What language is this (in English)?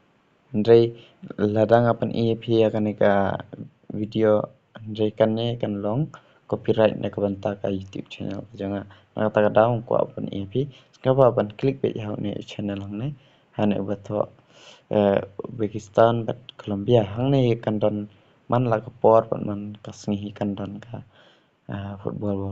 Khasi